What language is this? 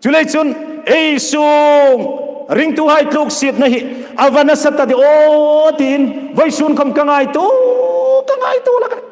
Hmar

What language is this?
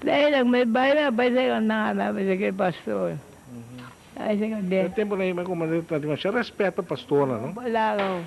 Papiamento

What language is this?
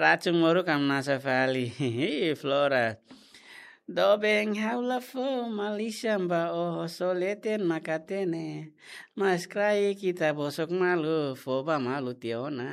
Tetum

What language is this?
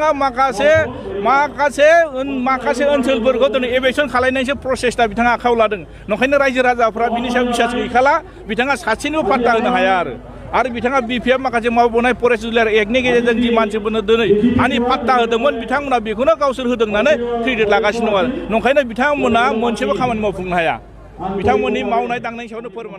Bodo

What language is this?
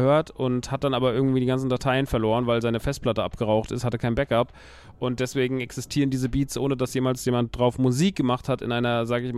German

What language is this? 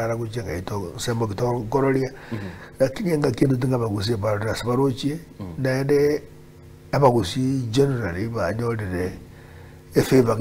Gusii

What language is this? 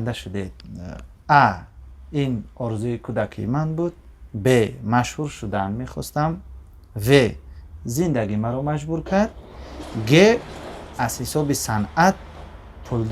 Tajik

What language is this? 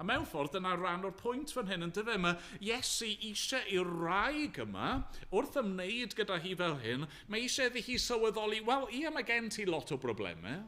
Welsh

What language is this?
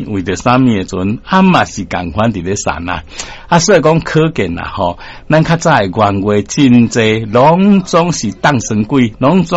Min Nan Chinese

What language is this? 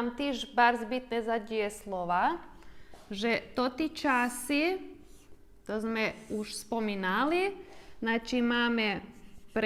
Rusyn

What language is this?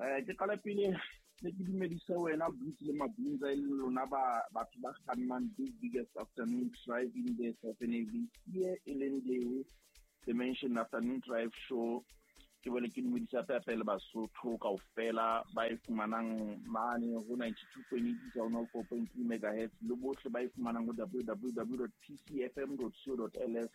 Southern Sotho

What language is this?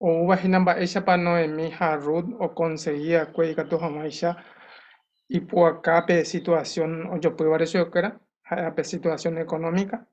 Guarani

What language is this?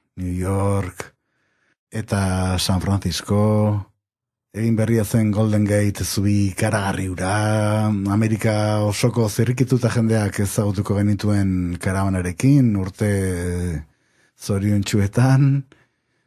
Basque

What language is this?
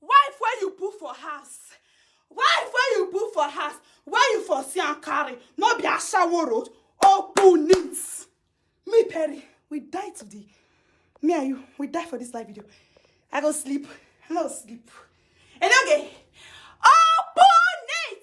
Nigerian Pidgin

